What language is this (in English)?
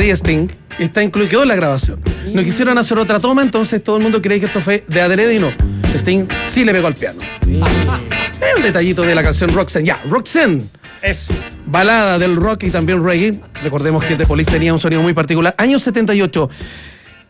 Spanish